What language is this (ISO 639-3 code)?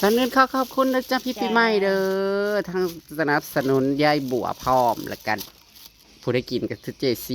tts